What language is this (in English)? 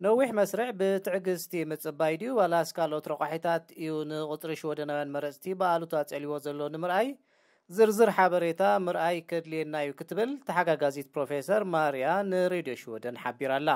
Tigrinya